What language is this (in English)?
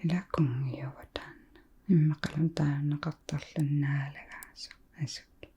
Kalaallisut